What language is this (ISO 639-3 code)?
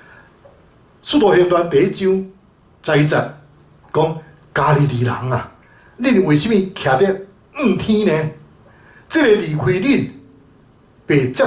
nan